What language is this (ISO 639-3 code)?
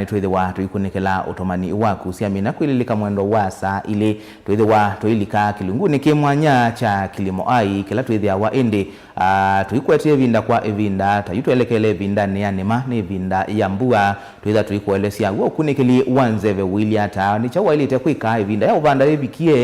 kam